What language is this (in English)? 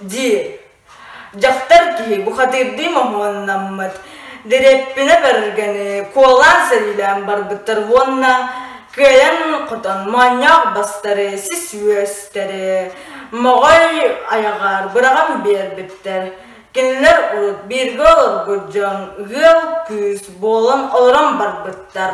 Yakut